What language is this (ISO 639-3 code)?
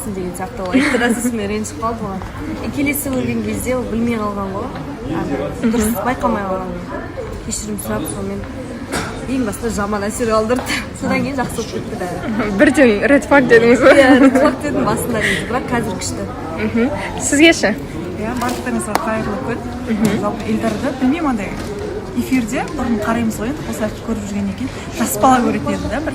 kaz